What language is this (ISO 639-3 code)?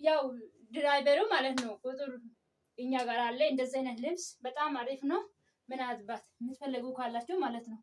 amh